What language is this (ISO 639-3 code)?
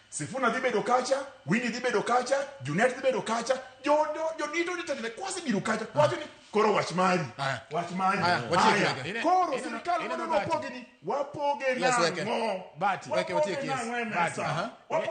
luo